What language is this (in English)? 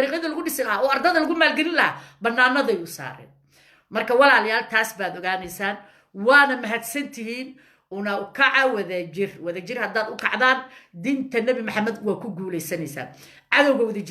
Somali